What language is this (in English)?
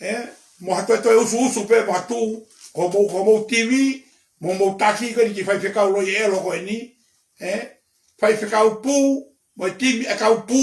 Tongan